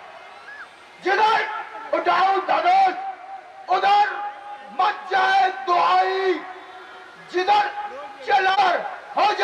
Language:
Hindi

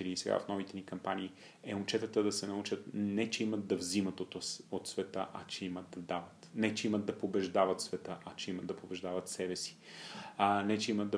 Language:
Bulgarian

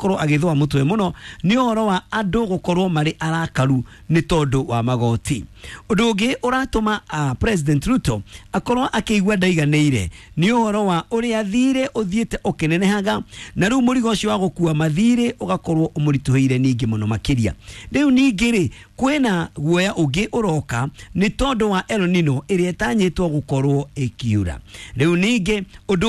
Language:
Kikuyu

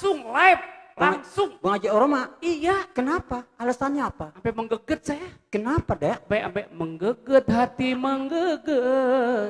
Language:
Betawi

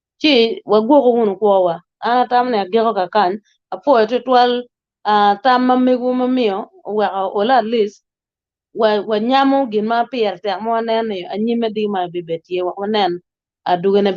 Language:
Acoli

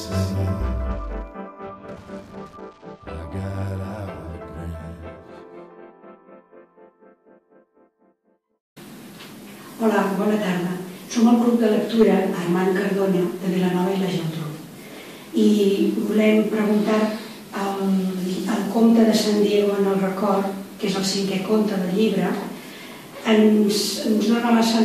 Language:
Catalan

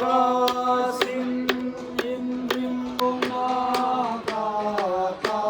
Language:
Hmar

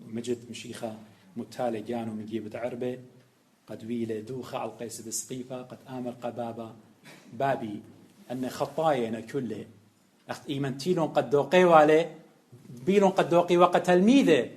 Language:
Assyrian Neo-Aramaic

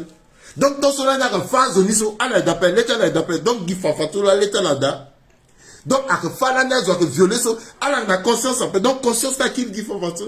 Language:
Sango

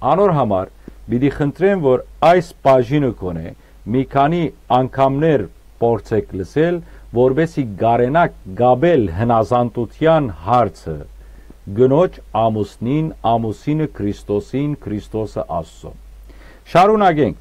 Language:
Western Armenian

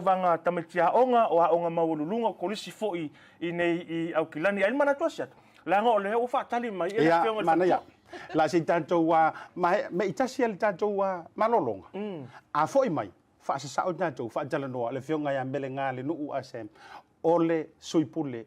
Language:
Samoan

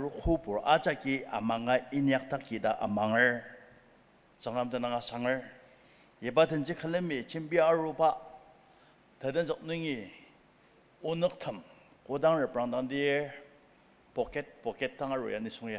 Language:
Ao Naga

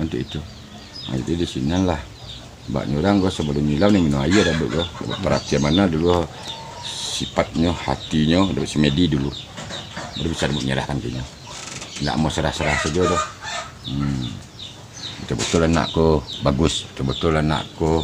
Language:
Minangkabau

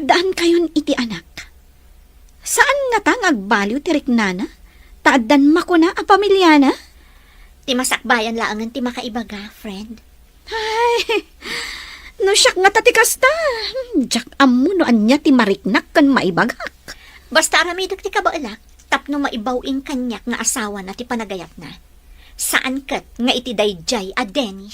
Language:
Iloko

